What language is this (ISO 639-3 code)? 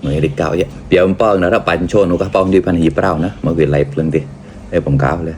mnw